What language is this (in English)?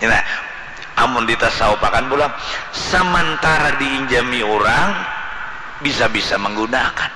Banjar